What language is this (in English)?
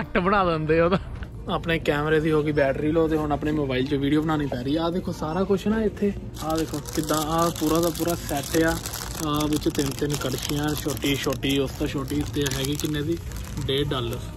Punjabi